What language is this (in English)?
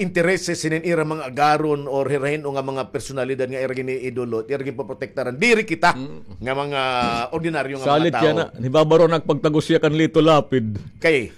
Waray